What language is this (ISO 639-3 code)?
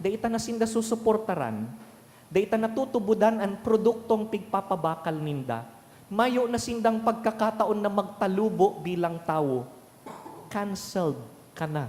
bik